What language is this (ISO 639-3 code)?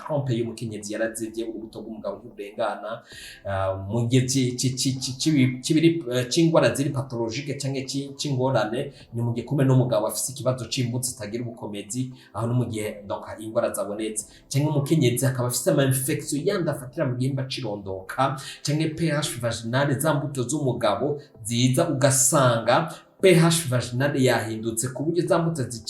run